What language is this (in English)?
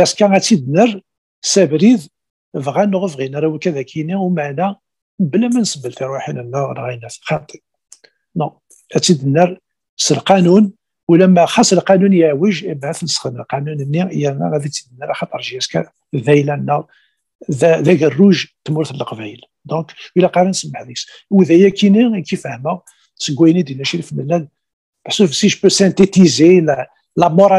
Kabyle